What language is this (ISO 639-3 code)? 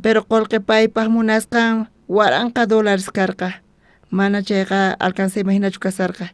quh